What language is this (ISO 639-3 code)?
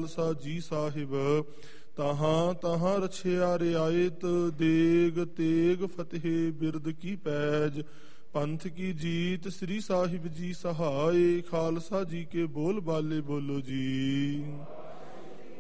pan